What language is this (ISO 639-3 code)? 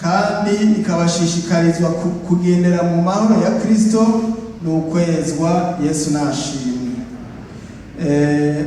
run